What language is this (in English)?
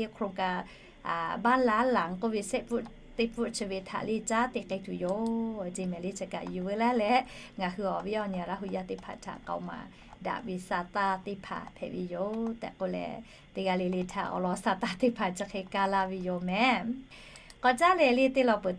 Lahu